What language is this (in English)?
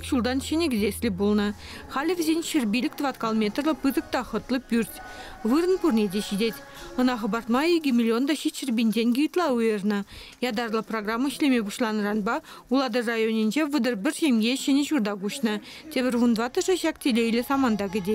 Chuvash